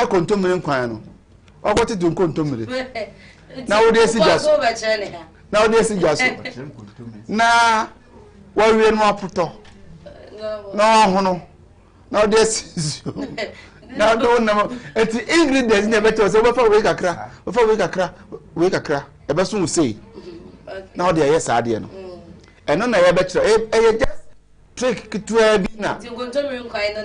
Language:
Akan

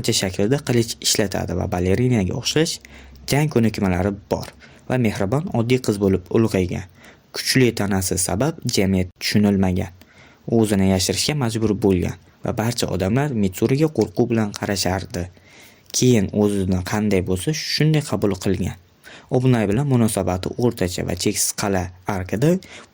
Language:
Uzbek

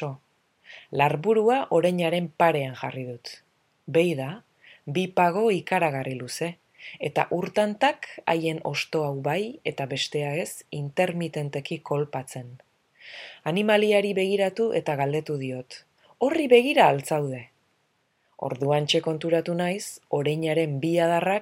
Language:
Basque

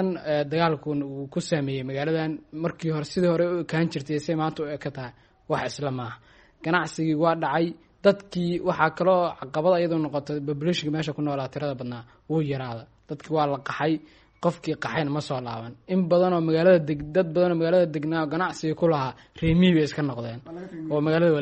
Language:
Somali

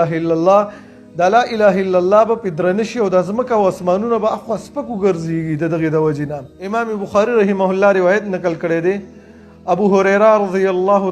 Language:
Pashto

